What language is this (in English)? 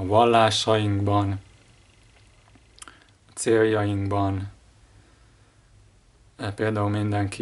Hungarian